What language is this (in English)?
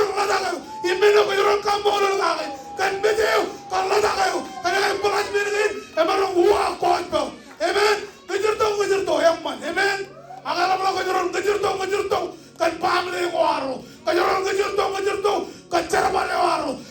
Marshallese